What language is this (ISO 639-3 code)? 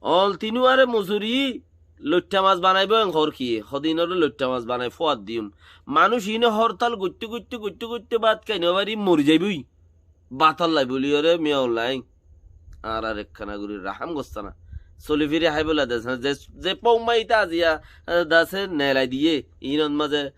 rhg